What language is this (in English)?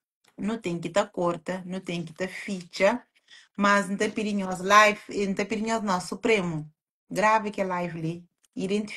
Kabuverdianu